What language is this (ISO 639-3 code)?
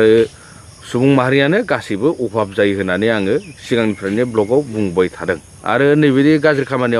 brx